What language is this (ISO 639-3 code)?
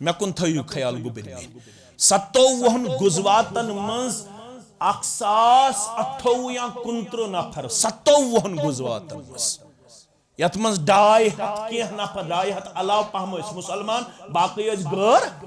kas